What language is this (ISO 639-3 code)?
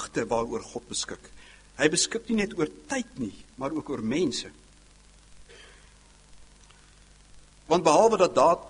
afr